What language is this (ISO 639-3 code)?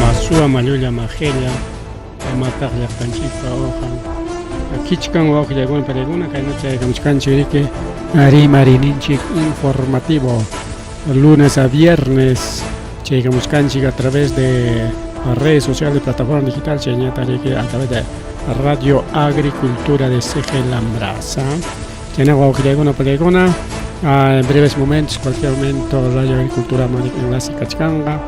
quy